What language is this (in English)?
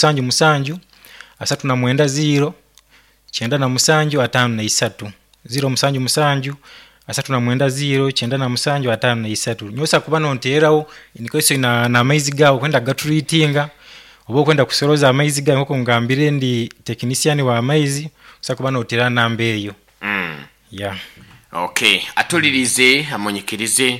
Nyoro